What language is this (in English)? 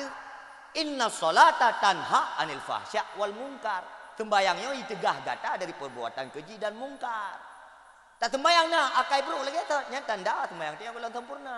Achinese